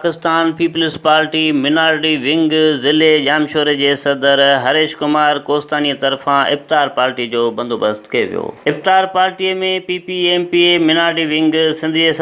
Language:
Sindhi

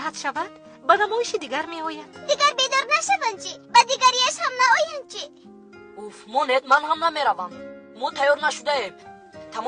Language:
Tajik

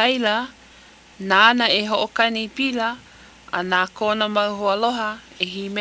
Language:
Hawaiian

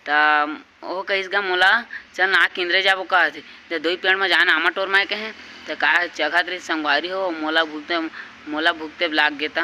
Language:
Chhattisgarhi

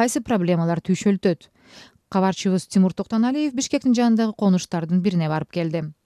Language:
Kyrgyz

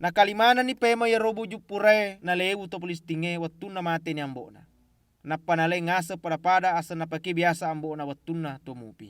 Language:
Buginese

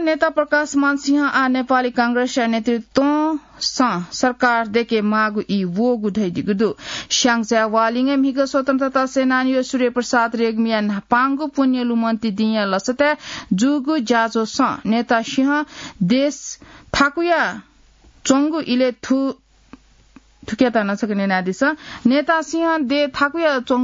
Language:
Newari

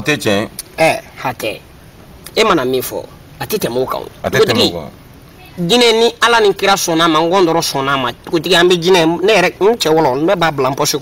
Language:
Bambara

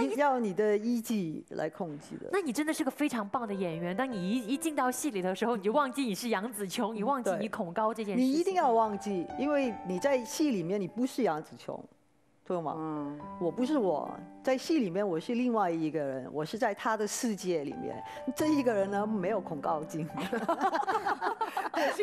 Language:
Chinese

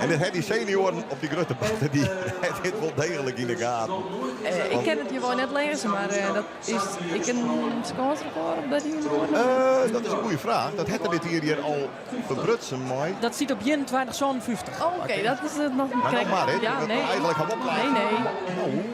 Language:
Western Frisian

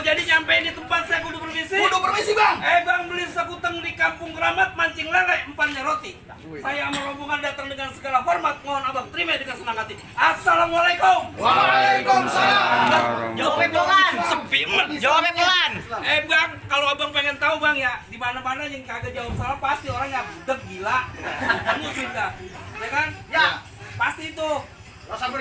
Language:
Betawi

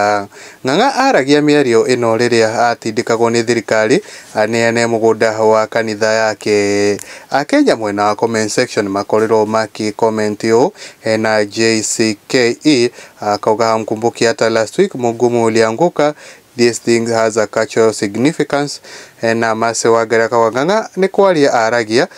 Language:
Kikuyu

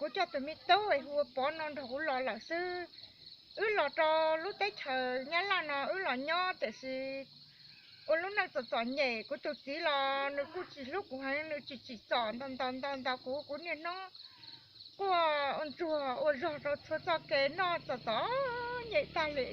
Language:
Hmong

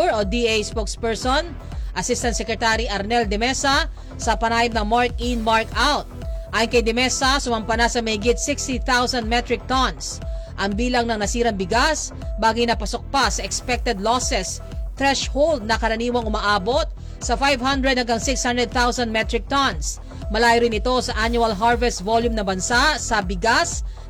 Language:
Filipino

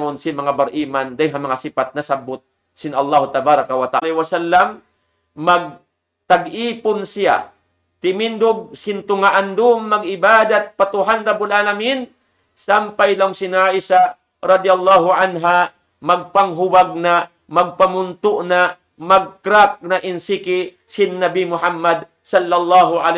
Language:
Tausug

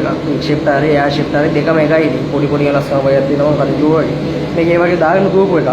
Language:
Sinhala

